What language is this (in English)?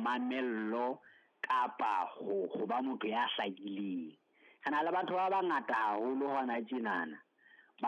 Southern Sotho